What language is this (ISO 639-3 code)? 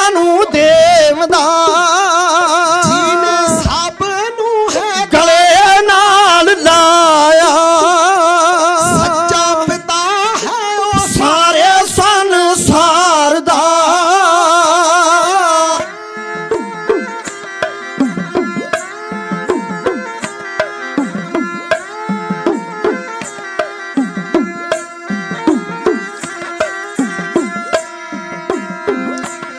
pan